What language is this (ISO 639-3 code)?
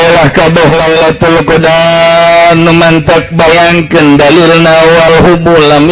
sun